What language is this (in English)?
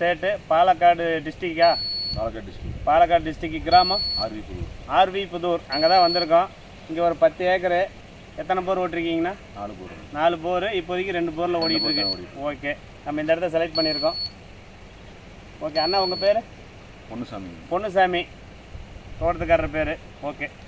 Tamil